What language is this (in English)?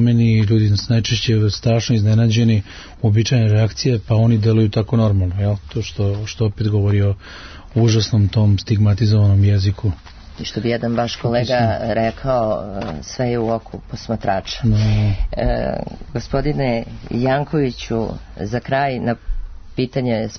Serbian